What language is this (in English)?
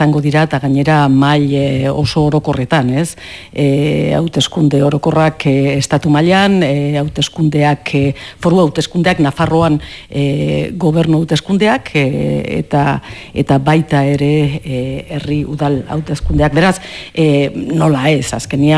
Basque